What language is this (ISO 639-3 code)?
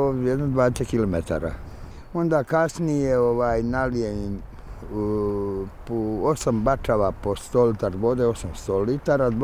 bos